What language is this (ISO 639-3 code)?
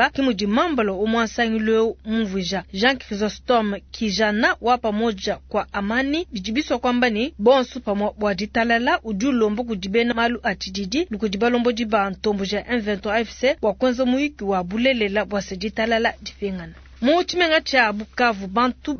lua